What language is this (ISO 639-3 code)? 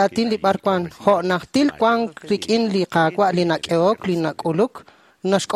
kek